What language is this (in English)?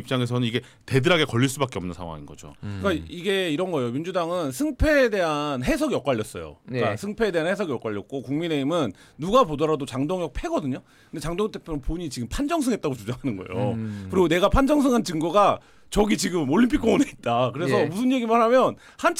Korean